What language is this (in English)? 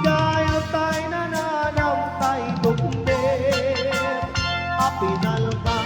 Iloko